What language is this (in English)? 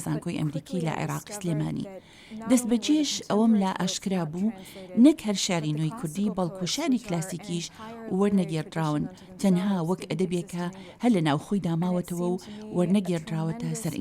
Central Kurdish